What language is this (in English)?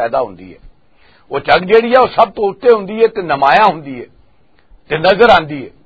Western Panjabi